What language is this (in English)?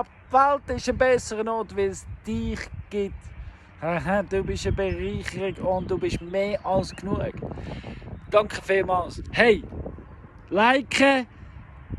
Swiss German